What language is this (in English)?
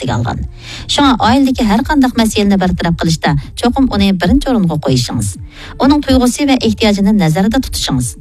Uyghur